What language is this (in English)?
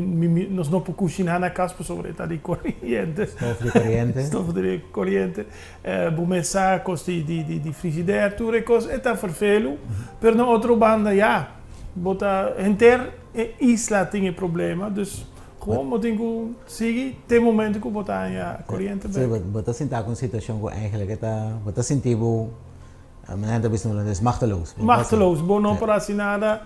Papiamento